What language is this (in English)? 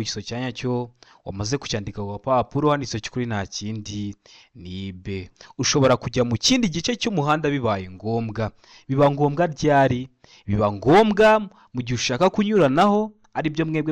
Kinyarwanda